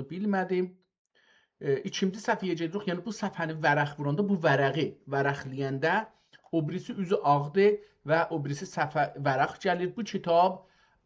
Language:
South Azerbaijani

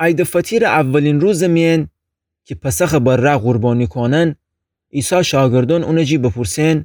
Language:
Gilaki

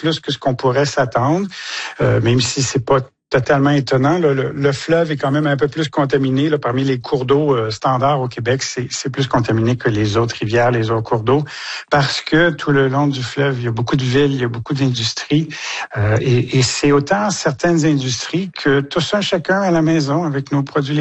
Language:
French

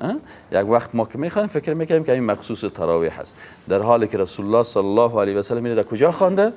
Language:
Persian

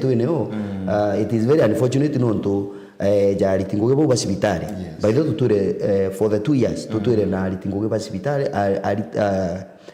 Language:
Meru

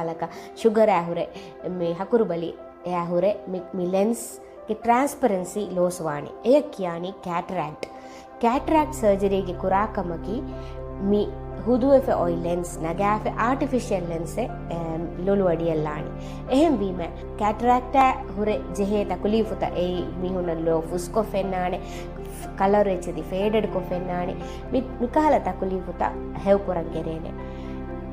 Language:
Divehi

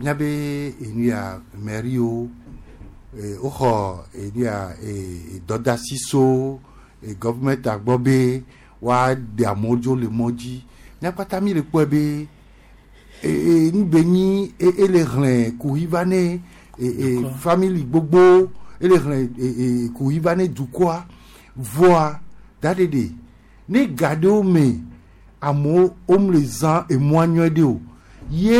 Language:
Gen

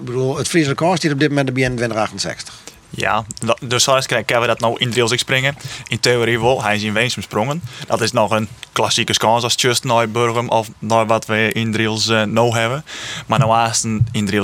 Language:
Western Frisian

